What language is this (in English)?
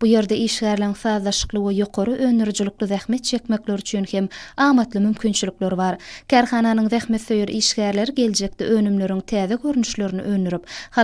Turkmen